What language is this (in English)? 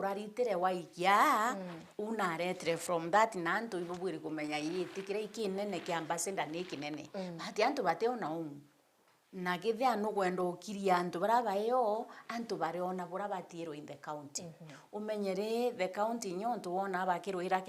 Meru